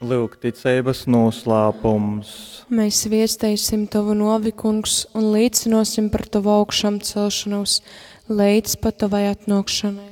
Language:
Latgalian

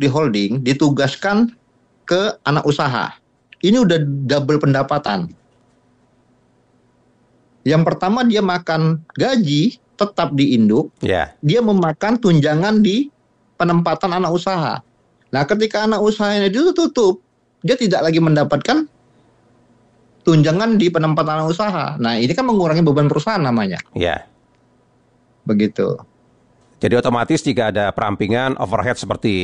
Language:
Indonesian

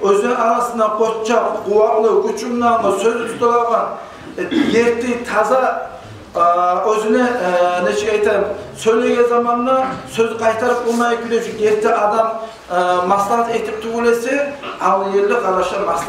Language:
Kumyk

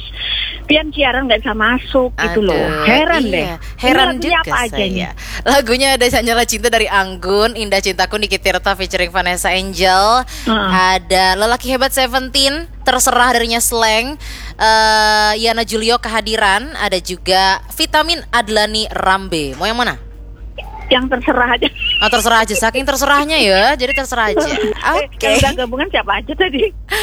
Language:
Indonesian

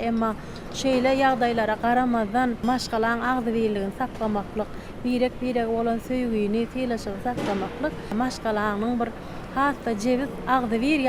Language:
Turkmen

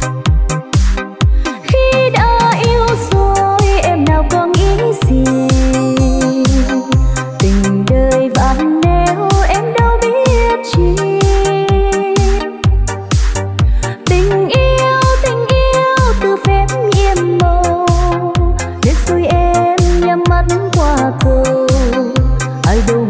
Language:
Vietnamese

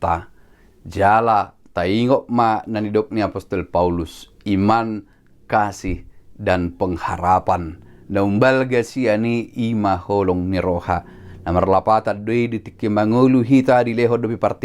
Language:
Batak Toba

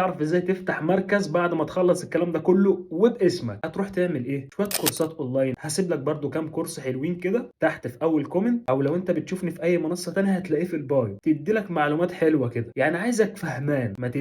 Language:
Egyptian Arabic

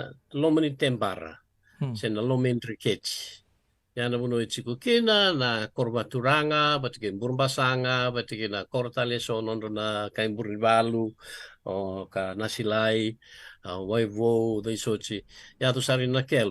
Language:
Fijian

